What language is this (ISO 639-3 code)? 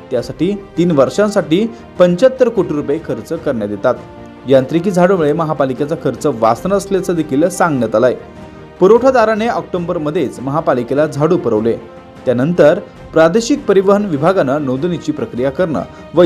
mar